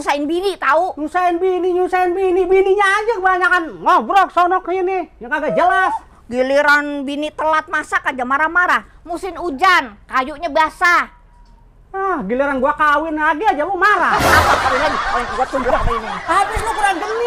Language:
Betawi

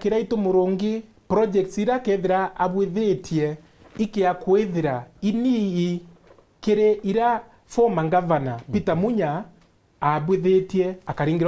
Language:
Meru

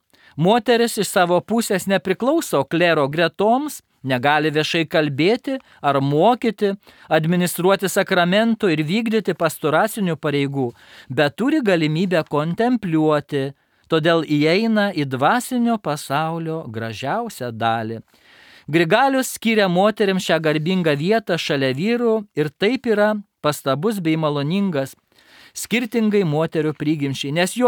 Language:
Lithuanian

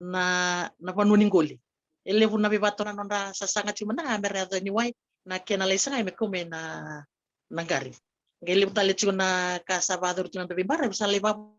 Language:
Fijian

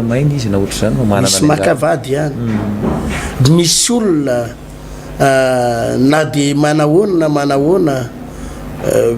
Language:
Malagasy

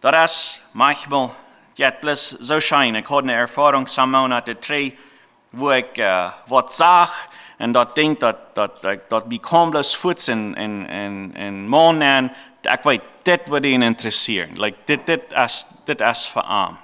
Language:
Plautdietsch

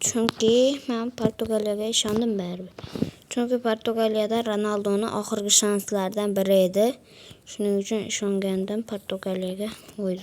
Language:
Uzbek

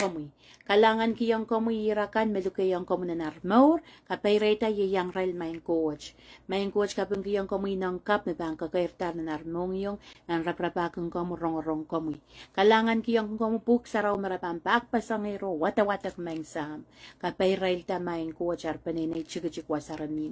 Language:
Pohnpeian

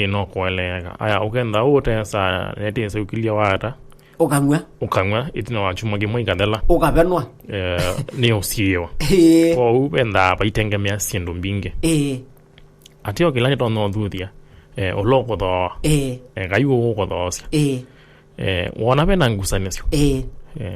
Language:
Kamba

